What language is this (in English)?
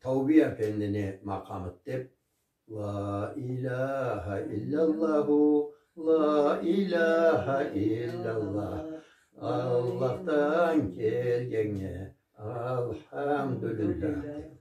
Karachay-Balkar